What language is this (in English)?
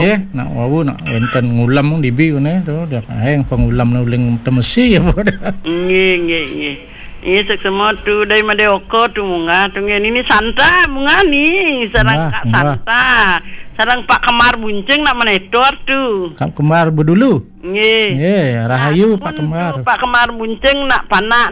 Balinese